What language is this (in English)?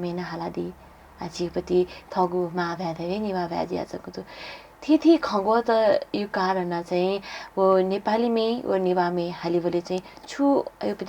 Newari